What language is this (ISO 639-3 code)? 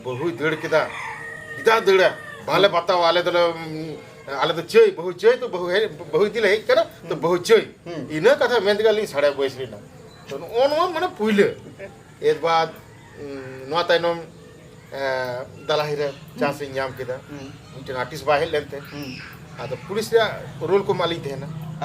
sat